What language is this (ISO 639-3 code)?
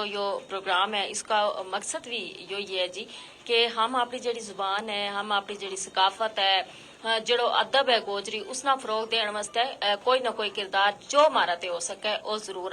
gju